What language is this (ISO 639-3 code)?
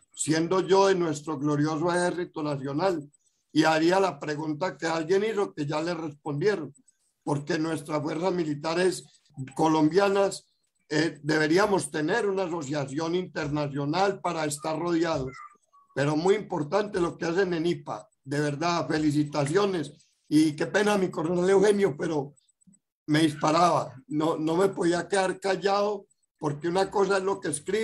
spa